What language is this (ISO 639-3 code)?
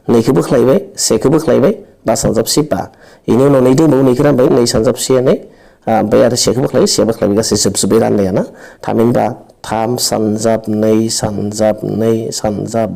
brx